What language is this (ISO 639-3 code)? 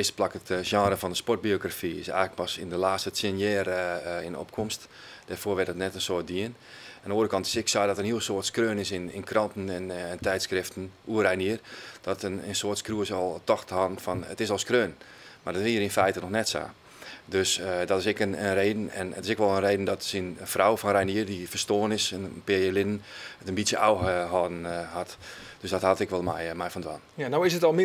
fry